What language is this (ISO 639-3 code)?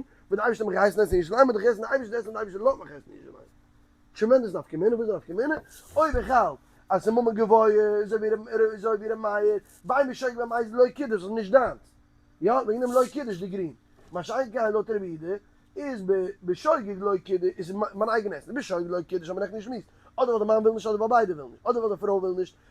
yid